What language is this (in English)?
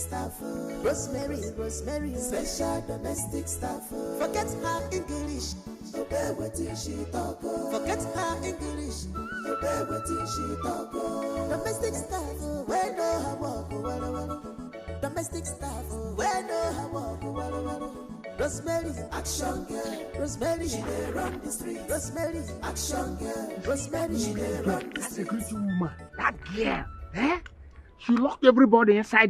Nigerian Pidgin